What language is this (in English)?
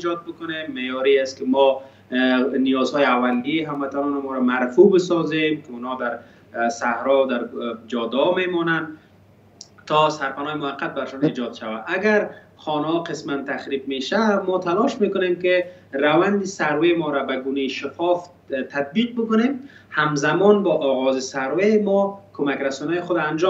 Persian